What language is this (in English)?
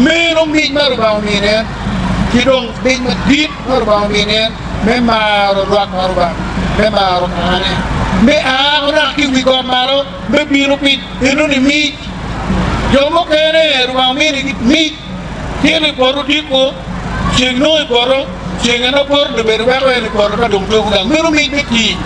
Acoli